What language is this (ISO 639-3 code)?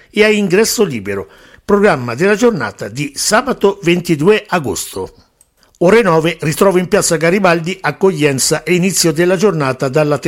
ita